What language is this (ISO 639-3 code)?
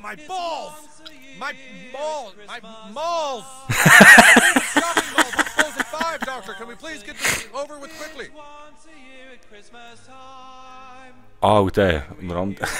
gsw